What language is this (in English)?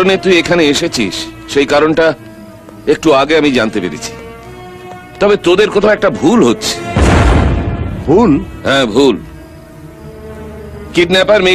Bangla